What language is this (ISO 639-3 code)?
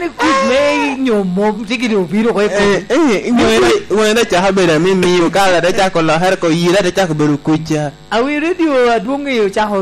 laj